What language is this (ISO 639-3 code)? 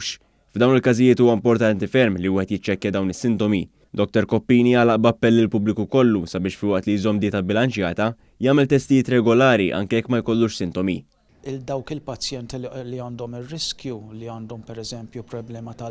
mlt